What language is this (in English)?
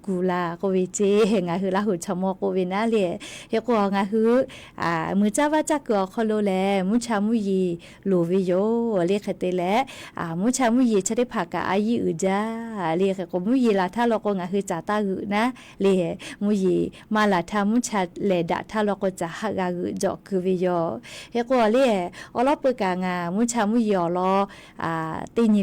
Lahu